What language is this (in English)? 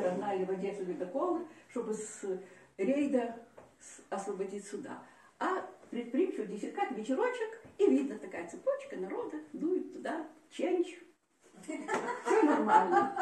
Russian